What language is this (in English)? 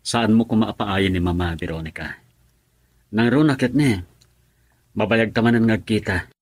Iloko